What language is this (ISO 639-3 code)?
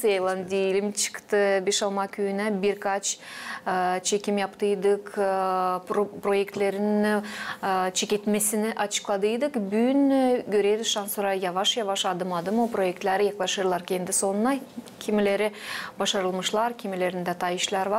gag